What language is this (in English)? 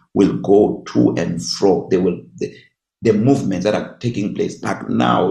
English